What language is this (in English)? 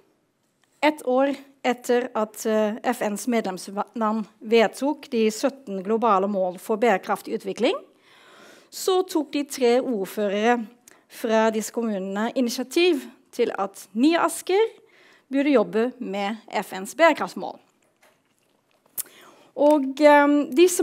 Norwegian